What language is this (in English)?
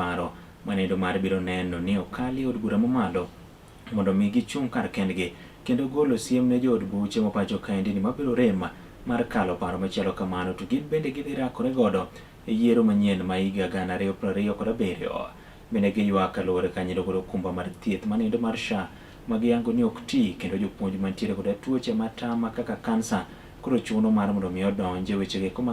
Luo (Kenya and Tanzania)